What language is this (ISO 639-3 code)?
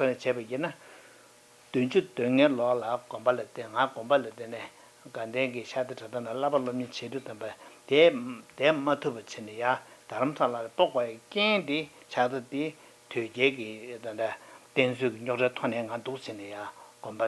bod